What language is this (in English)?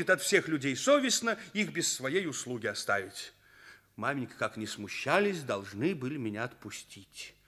Russian